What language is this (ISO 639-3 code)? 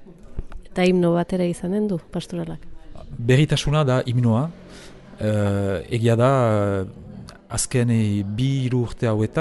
eus